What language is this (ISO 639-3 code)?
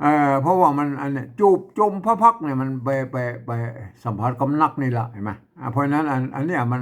nod